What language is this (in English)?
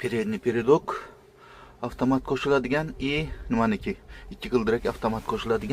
Uzbek